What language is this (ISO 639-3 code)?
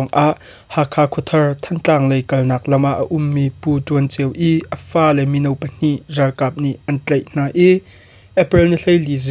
cnh